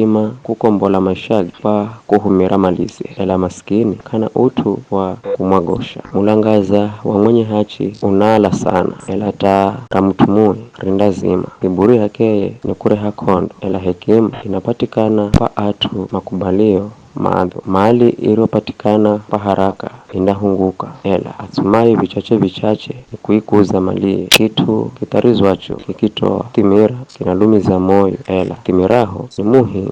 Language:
Giryama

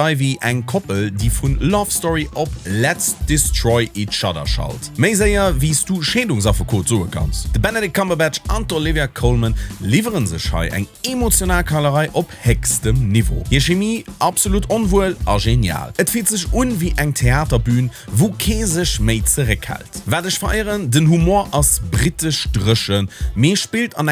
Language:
Luxembourgish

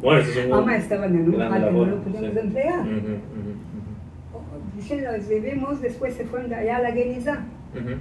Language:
Ladino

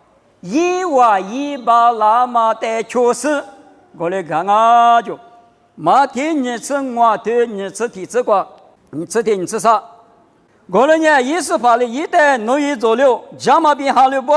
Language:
Lisu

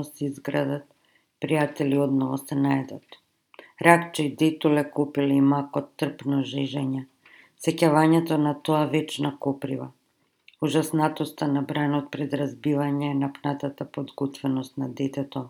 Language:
Macedonian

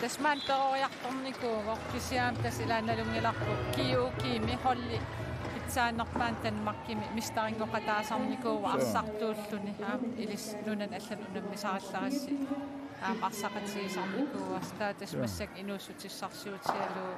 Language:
Kalaallisut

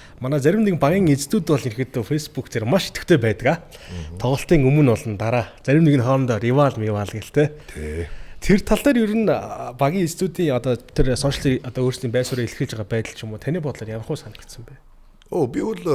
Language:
Mongolian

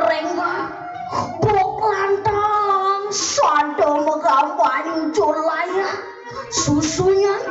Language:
Balinese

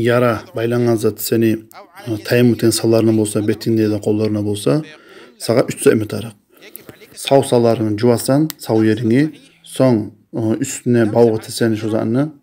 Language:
Kumyk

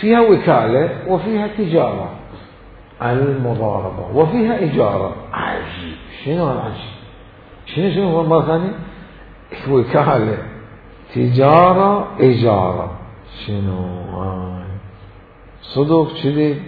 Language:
Mesopotamian Arabic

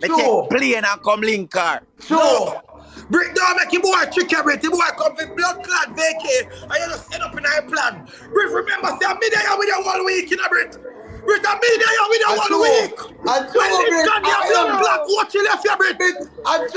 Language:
Jamaican Creole English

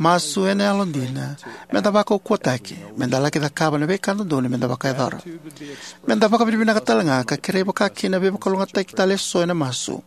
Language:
Fijian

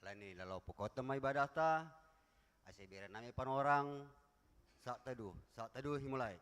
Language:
Batak Simalungun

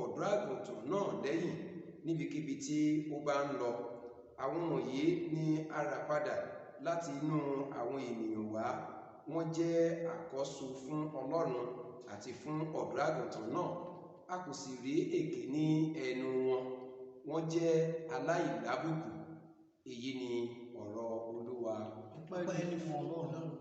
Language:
Yoruba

